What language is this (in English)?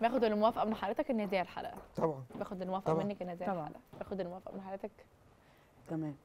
Egyptian Arabic